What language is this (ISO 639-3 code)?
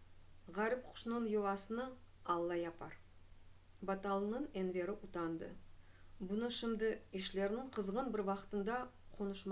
crh